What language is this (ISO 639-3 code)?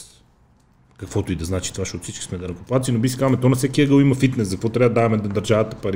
bul